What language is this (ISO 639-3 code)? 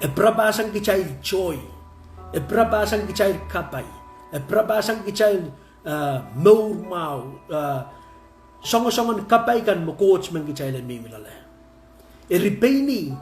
pon